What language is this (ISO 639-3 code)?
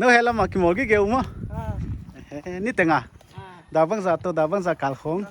pck